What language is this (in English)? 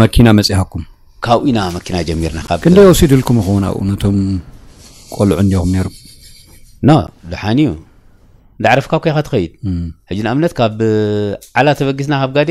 Tigrinya